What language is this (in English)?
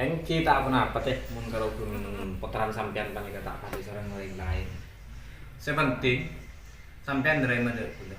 Madurese